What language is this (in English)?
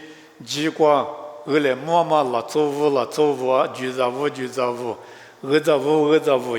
Lisu